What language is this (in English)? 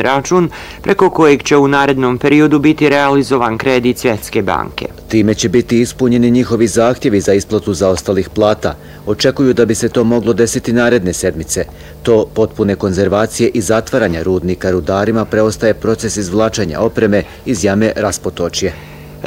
Bosnian